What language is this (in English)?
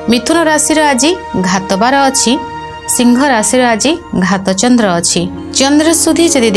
Odia